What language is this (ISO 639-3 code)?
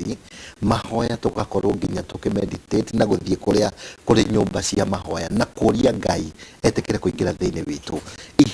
kik